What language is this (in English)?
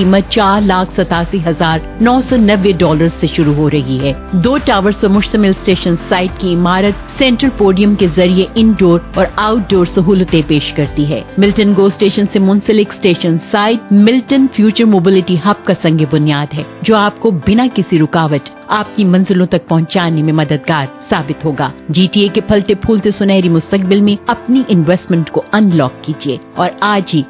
Urdu